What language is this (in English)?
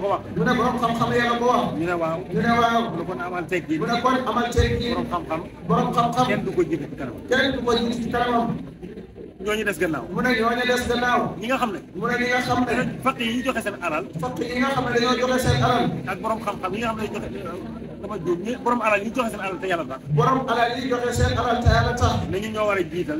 Wolof